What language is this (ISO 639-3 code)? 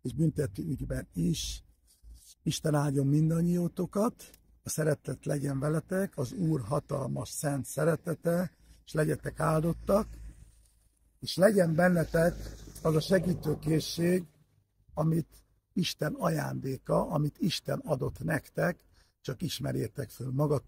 hun